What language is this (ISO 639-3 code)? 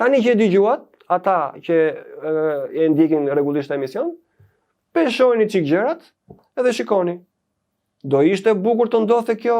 sqi